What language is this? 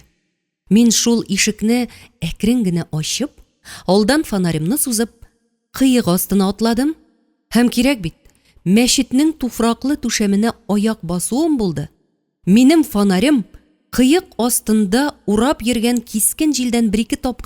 Tatar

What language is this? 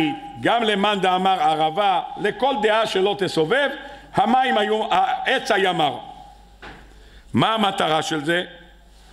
Hebrew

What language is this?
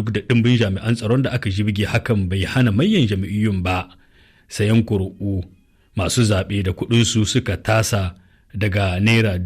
Hausa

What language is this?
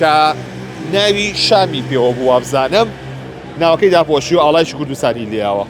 Central Kurdish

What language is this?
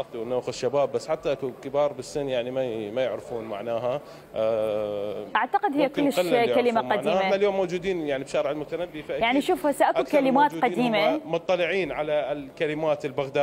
Mesopotamian Arabic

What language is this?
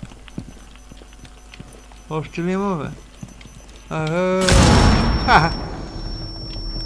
Bulgarian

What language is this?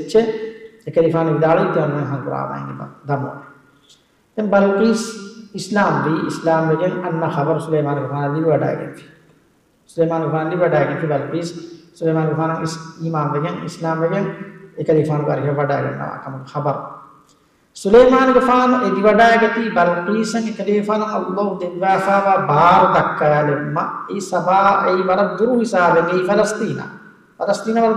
Divehi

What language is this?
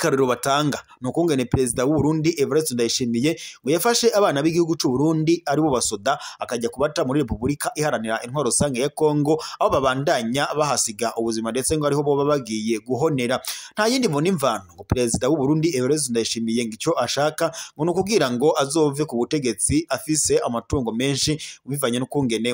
Rundi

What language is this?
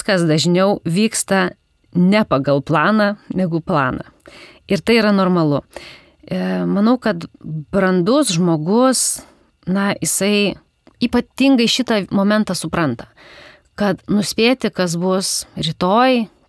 Lithuanian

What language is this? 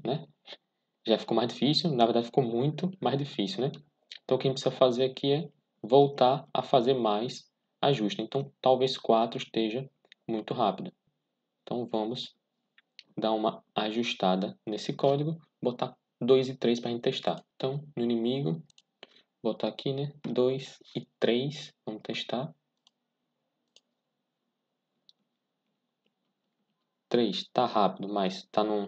Portuguese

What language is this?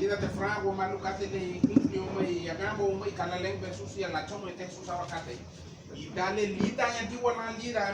Garifuna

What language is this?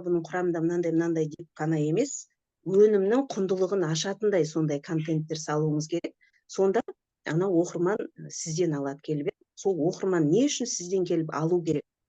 Kazakh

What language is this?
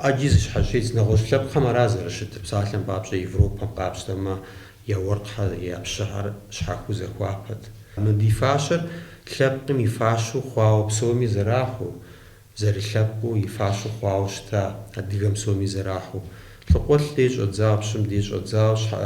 Kabardian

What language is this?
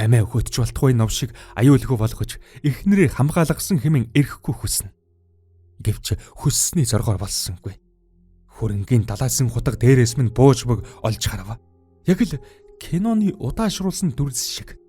Mongolian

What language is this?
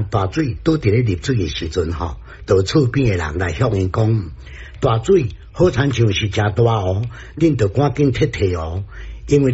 Min Nan Chinese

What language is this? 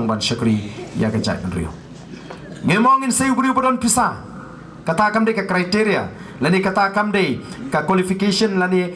Khasi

